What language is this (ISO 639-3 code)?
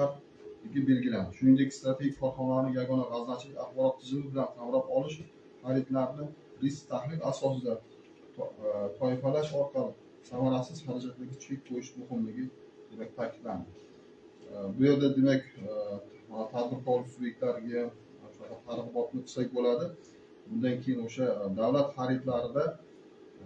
uzb